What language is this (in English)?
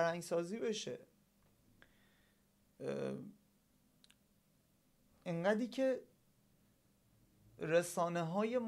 Persian